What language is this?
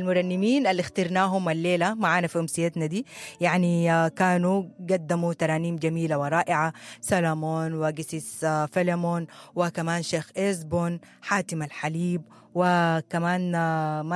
Sudanese Arabic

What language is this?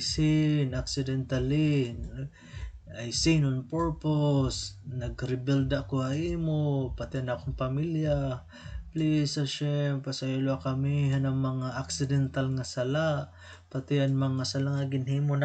Waray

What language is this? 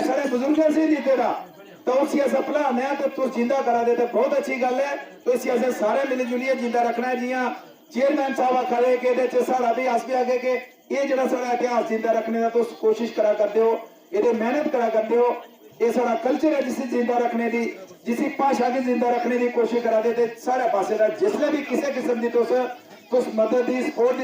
Dogri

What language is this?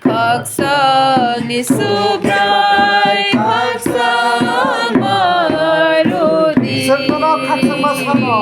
Kok Borok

